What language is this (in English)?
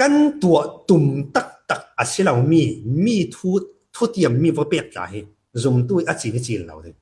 Falam Chin